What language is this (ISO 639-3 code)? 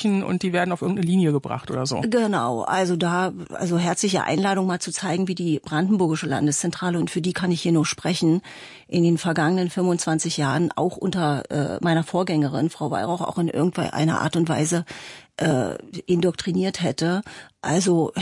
deu